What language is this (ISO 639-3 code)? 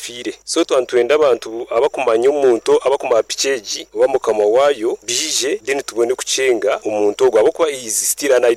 nyn